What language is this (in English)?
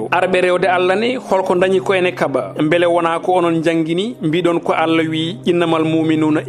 Fula